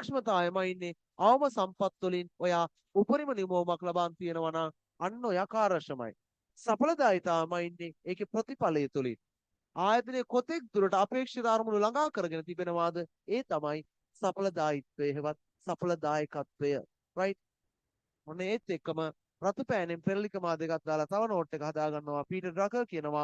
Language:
Sinhala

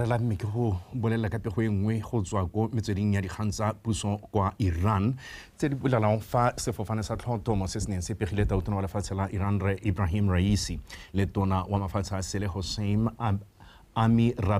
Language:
Tswana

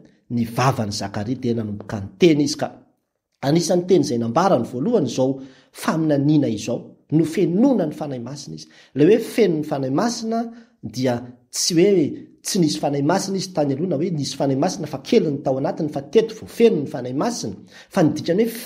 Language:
Malagasy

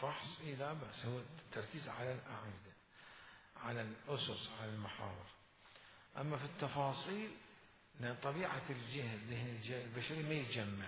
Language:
Mesopotamian Arabic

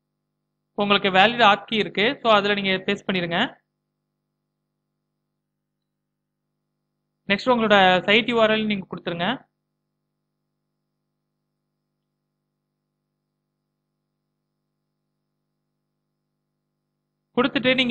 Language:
Tamil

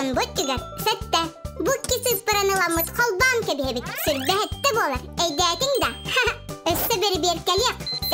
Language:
Yakut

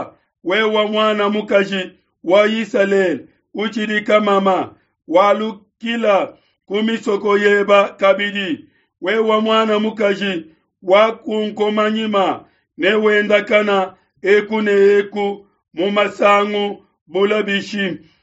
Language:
Luba-Lulua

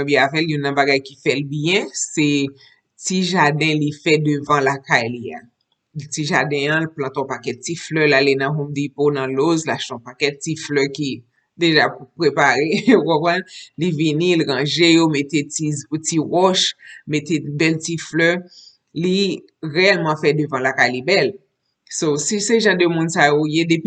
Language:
Haitian Creole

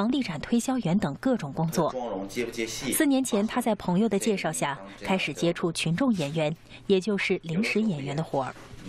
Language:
Chinese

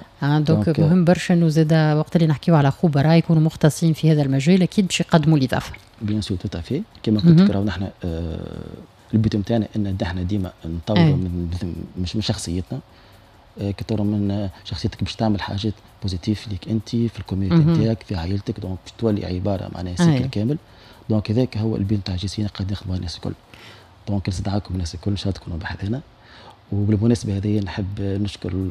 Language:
Tunisian Arabic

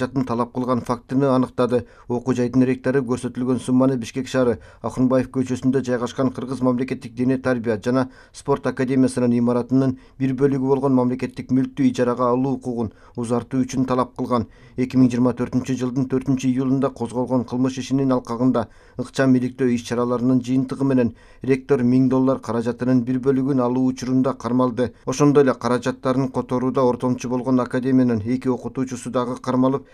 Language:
Kyrgyz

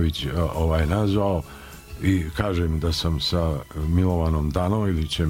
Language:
Serbian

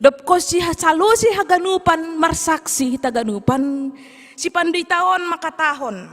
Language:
Batak Simalungun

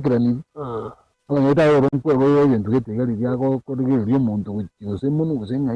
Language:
Gusii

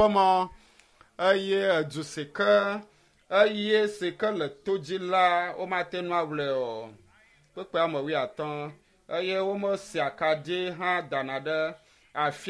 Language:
Ewe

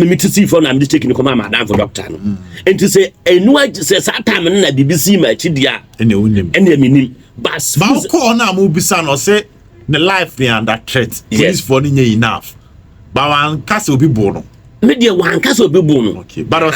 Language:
Akan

